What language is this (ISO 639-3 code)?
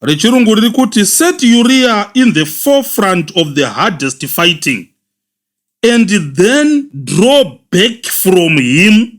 sna